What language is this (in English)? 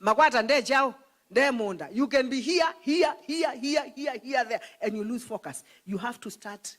Kamba